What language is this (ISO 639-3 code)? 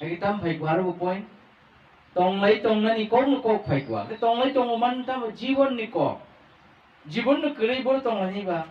trp